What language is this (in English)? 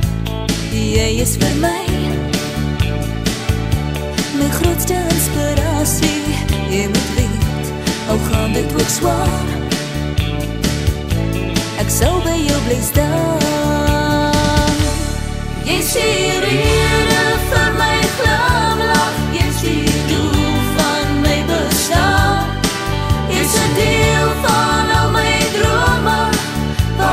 Afrikaans